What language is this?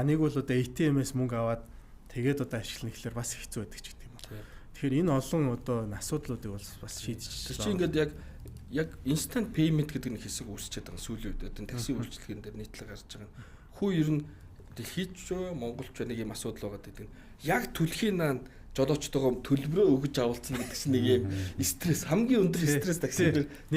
Mongolian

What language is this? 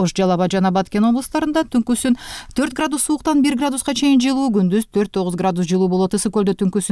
Kyrgyz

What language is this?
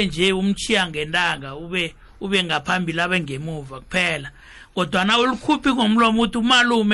South Ndebele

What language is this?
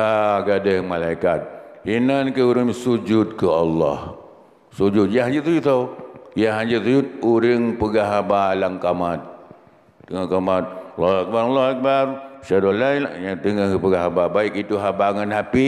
Achinese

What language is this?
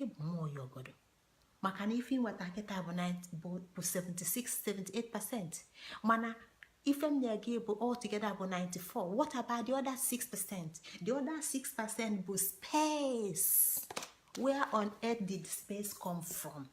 Igbo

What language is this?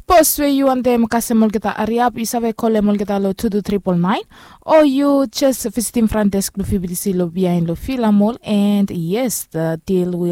Bislama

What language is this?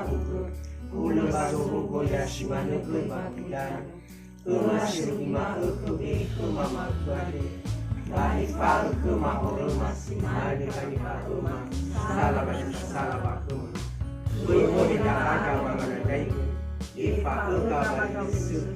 Nias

